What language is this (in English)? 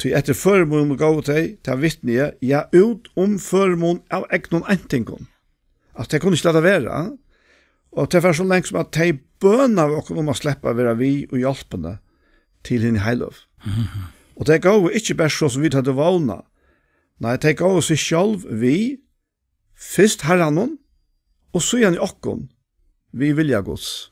Faroese